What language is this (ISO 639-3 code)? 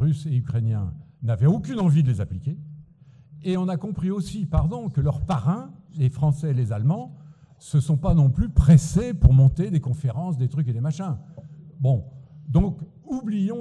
fra